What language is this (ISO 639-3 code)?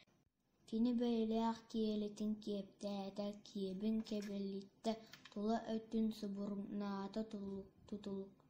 sah